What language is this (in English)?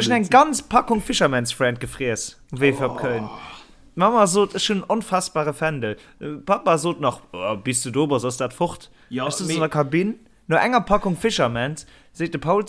Luxembourgish